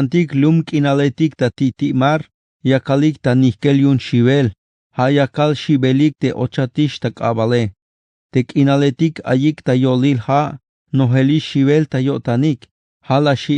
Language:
Tzeltal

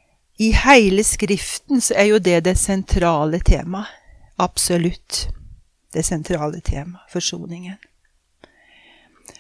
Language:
Norwegian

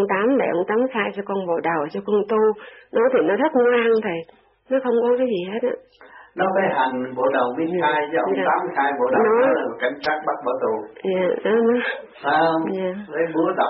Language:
Vietnamese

